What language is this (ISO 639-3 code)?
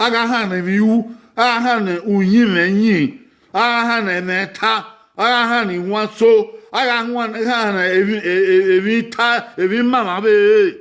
bin